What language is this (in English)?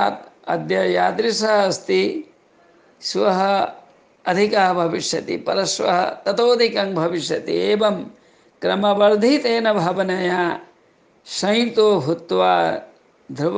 Sanskrit